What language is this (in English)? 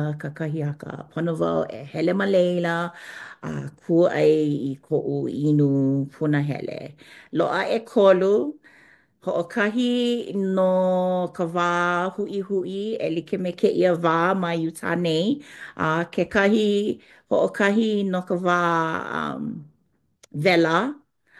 Hawaiian